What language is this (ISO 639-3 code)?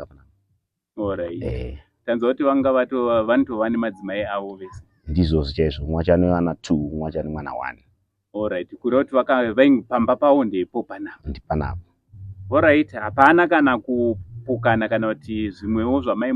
sna